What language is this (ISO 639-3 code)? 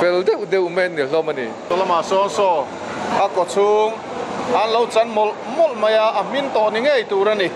lus